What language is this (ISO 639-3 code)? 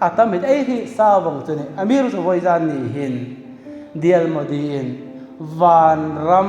hmr